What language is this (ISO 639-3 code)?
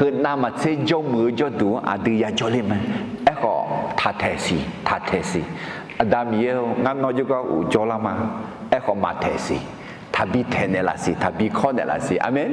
ahk